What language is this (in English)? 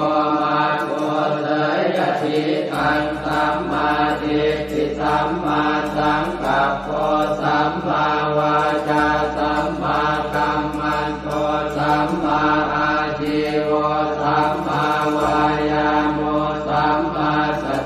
Pali